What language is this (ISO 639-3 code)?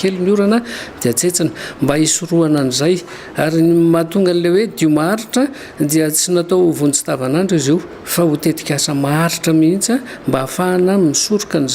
mlg